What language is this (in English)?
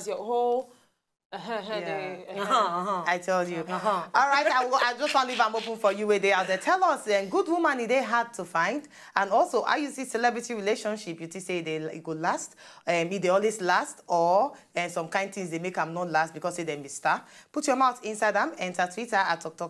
Nigerian Pidgin